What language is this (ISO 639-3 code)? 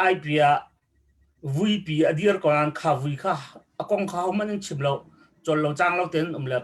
cnh